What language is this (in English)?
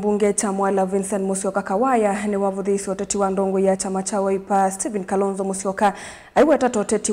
Kamba